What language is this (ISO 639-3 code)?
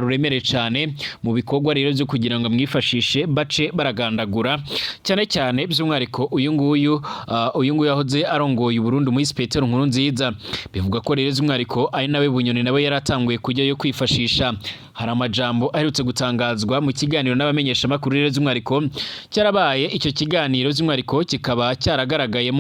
run